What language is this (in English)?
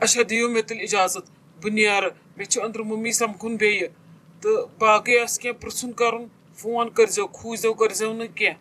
Kashmiri